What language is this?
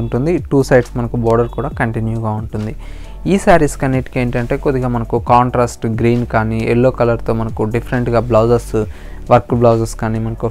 Telugu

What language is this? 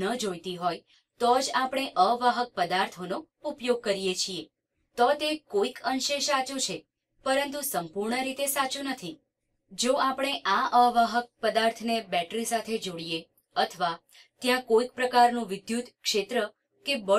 Gujarati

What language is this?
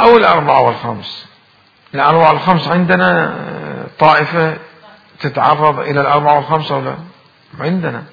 Mesopotamian Arabic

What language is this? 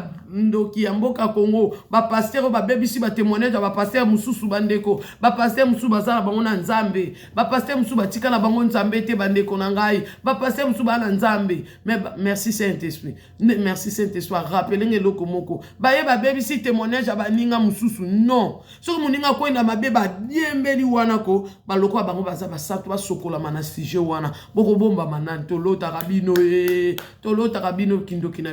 Lingala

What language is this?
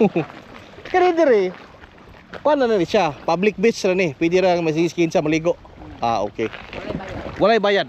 Cebuano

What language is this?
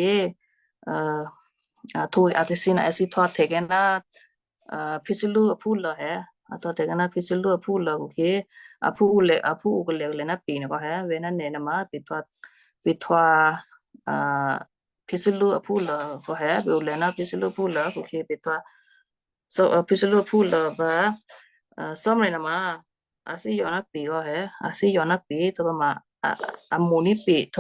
Western Kayah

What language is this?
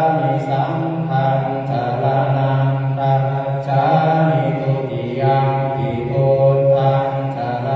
Pali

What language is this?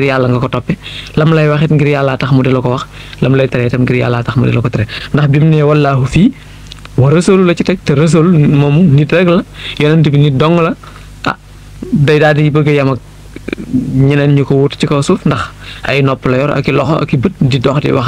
Wolof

